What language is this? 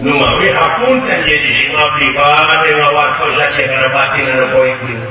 Sundanese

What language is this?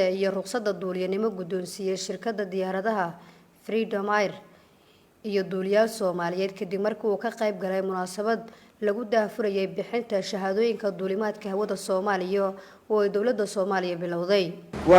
Somali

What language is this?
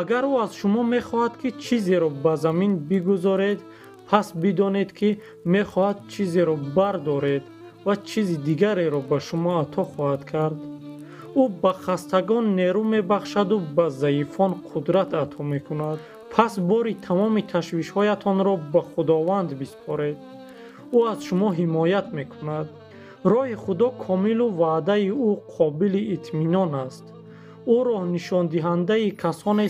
Tajik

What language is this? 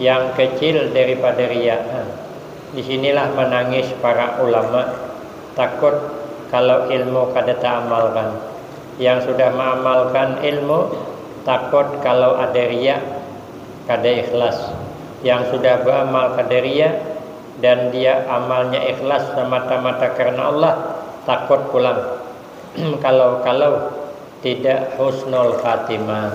Banjar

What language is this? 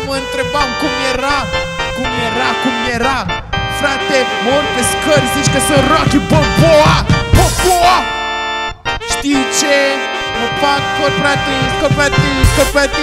Romanian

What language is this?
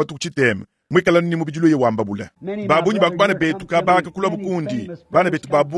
Luba-Lulua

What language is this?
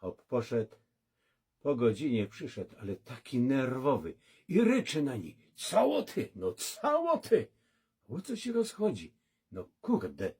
Silesian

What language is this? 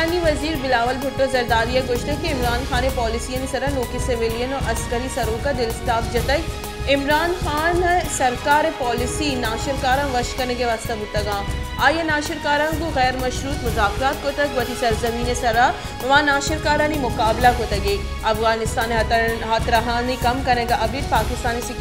Baluchi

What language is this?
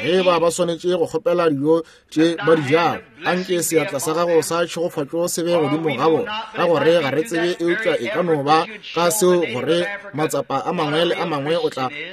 Northern Sotho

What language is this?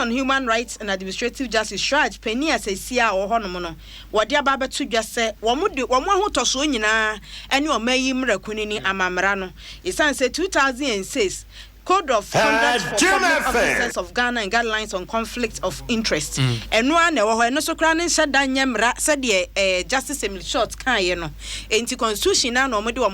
Akan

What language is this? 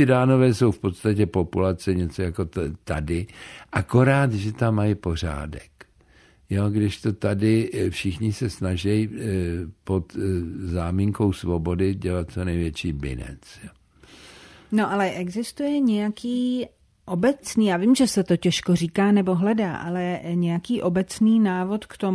Czech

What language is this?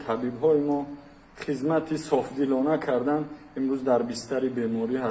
Tajik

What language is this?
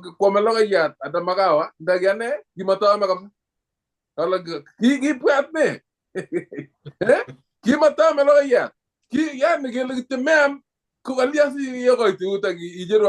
Kalenjin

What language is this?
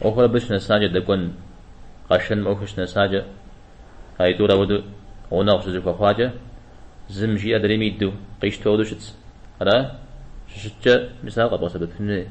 Kabardian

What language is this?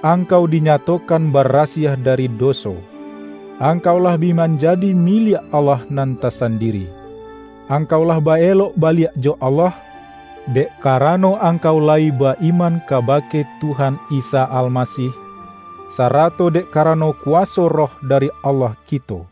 Minangkabau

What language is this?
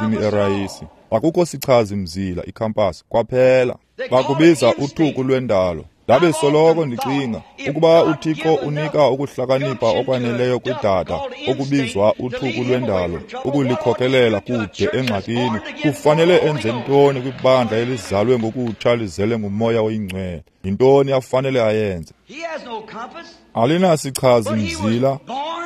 Xhosa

